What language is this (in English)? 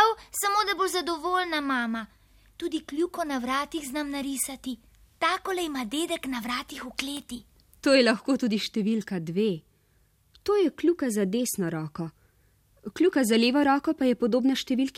Slovenian